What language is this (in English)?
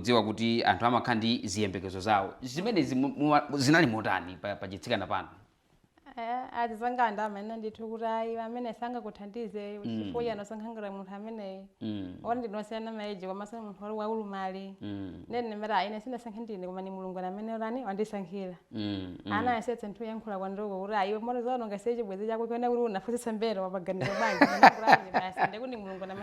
Nyanja